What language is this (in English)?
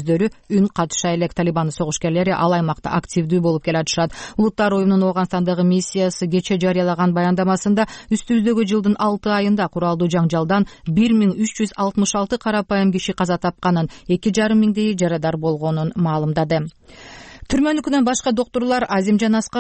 Kyrgyz